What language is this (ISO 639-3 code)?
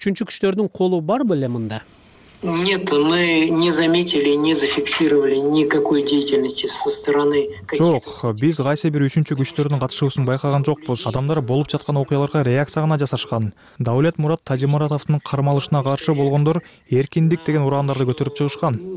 kir